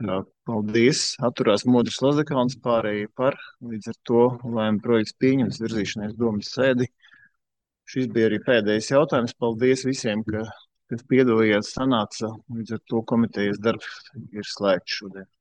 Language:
Latvian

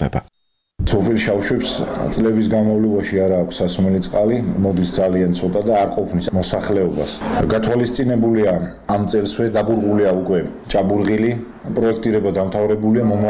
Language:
Georgian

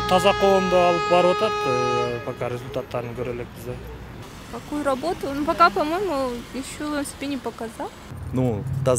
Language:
Kyrgyz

